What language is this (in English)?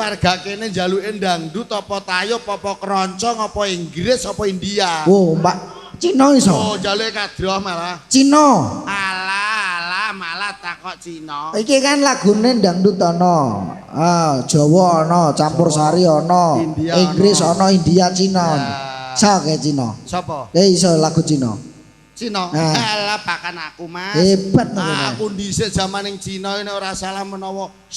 Javanese